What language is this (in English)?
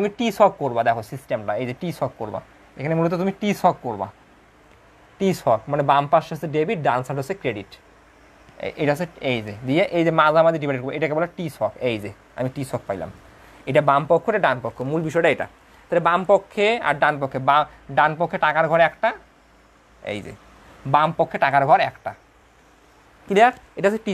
Bangla